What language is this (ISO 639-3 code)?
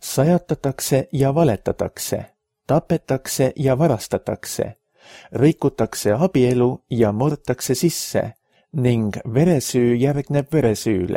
est